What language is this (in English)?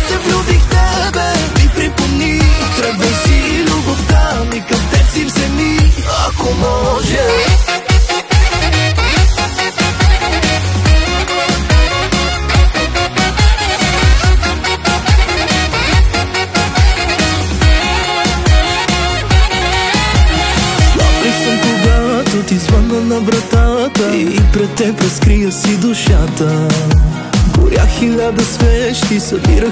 Bulgarian